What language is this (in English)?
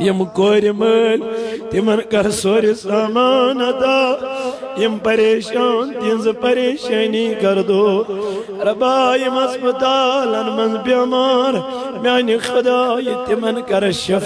Kashmiri